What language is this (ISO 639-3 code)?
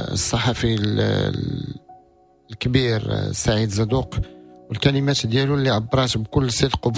ary